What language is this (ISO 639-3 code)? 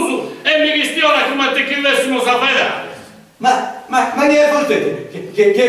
srd